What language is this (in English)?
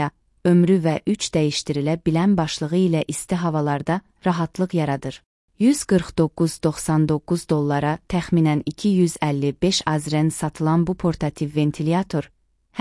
Azerbaijani